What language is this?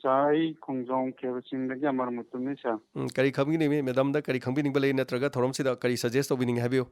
Manipuri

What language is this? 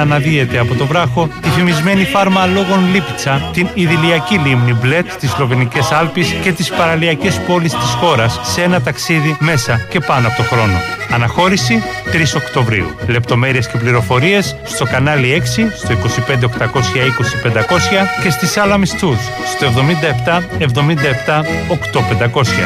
Greek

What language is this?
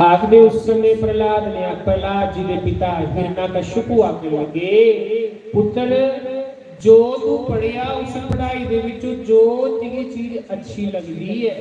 Dogri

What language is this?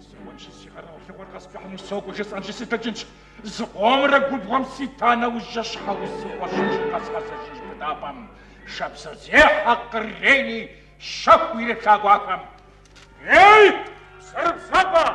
Kabardian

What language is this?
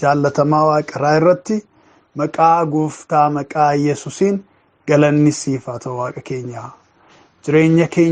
Oromo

